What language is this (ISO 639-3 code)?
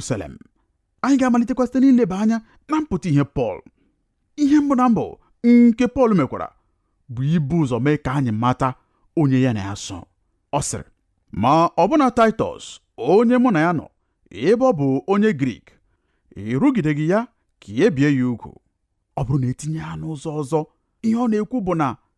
ibo